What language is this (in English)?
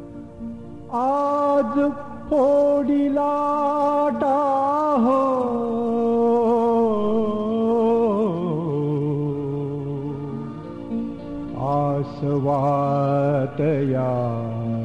Marathi